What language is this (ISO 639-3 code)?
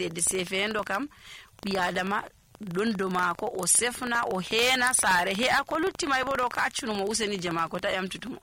fuv